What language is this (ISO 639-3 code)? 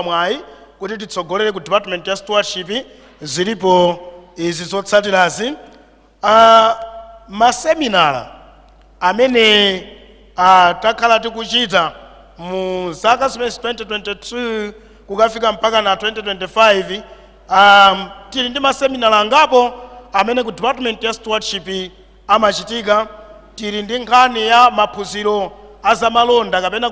nya